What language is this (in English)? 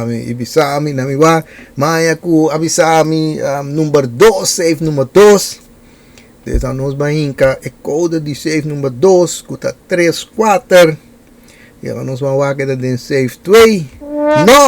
Papiamento